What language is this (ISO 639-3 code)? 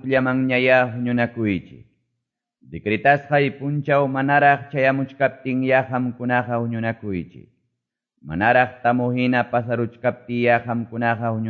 quy